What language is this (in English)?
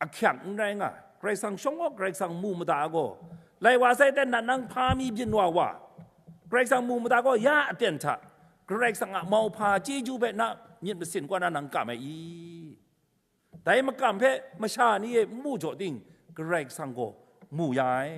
Kachin